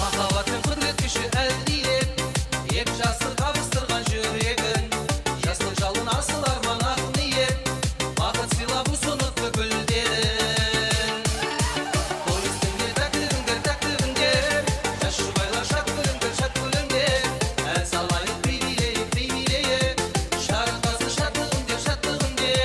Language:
Kara-Kalpak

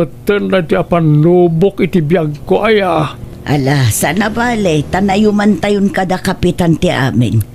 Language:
Iloko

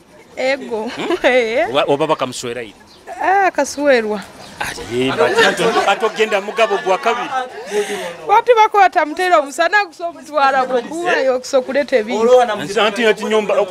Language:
Nyoro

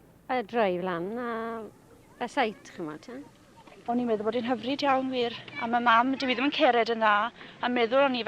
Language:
Welsh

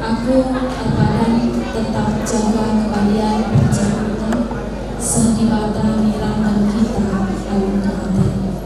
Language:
Batak Karo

